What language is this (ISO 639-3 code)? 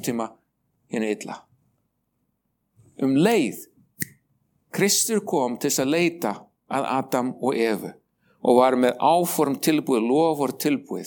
isl